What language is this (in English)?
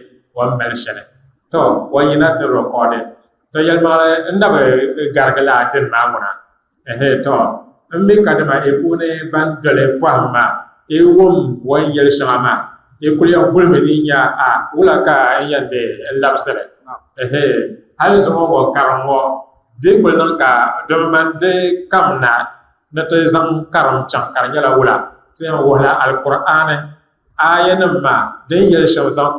Dagbani